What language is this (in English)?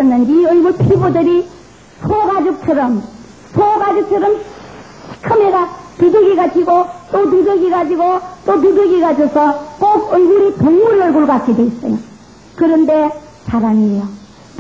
Korean